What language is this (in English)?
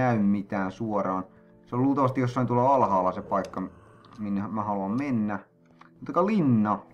Finnish